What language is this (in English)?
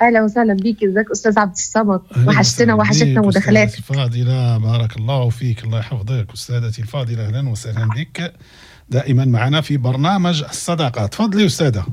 Moroccan Arabic